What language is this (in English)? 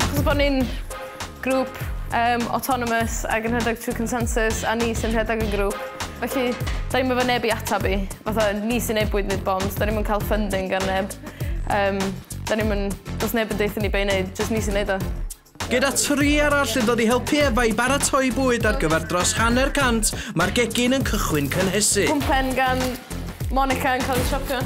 Welsh